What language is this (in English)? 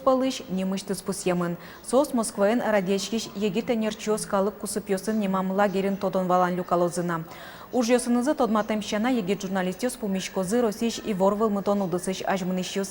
Udmurt